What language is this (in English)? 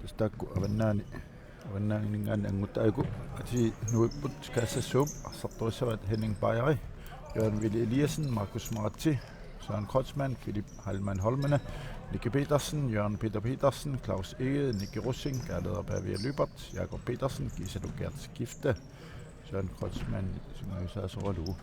Kalaallisut